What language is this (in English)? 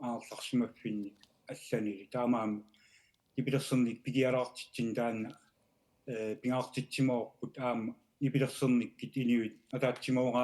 Kalaallisut